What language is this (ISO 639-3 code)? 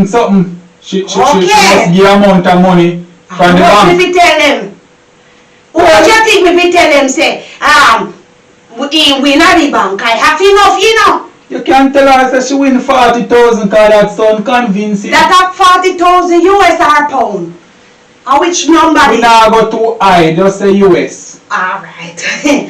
jam